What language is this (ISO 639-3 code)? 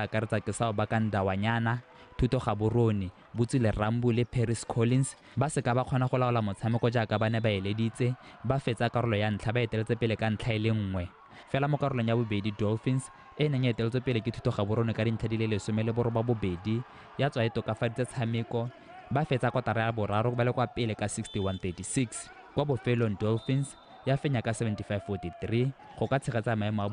tsn